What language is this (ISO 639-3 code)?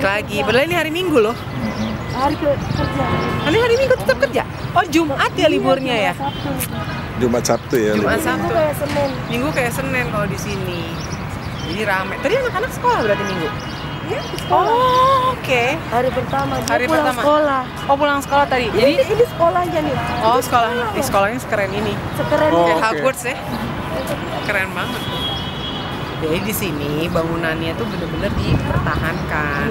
ind